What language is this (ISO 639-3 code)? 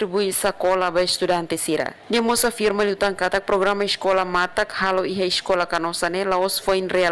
tet